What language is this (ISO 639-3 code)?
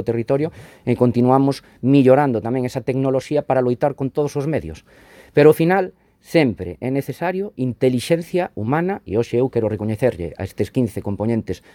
glg